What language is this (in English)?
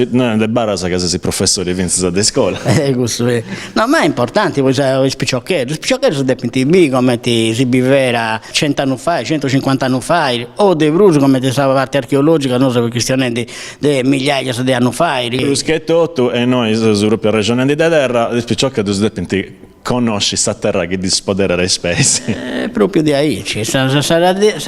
Sardinian